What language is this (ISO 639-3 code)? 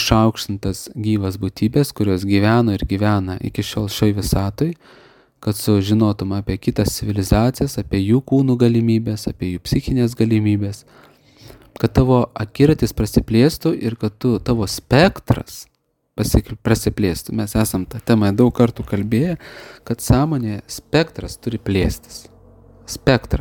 lit